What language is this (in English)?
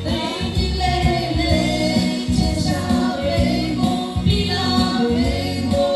Lahu